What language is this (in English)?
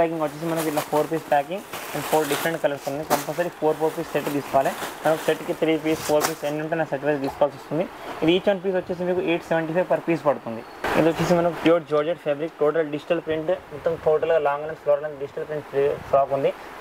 Telugu